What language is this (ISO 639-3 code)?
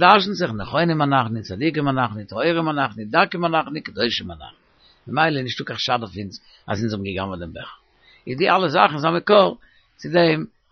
yid